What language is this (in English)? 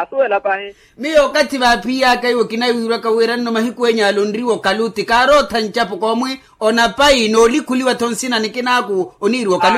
Makhuwa